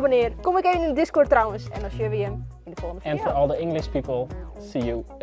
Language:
Western Frisian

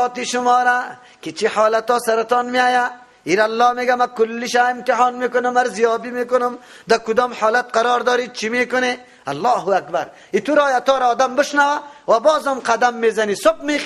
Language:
Persian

